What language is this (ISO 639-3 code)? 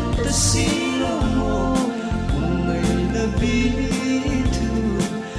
hmr